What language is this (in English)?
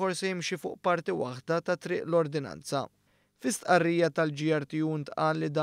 Maltese